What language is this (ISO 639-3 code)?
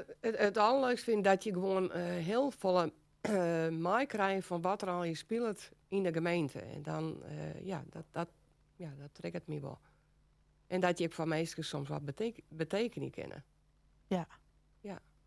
fry